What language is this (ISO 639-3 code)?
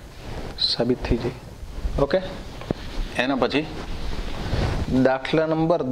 guj